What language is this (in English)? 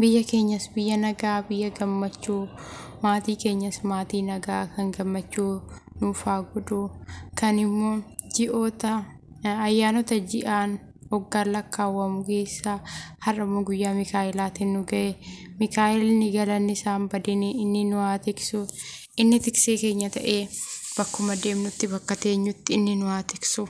Oromo